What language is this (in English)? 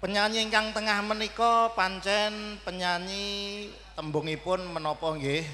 Javanese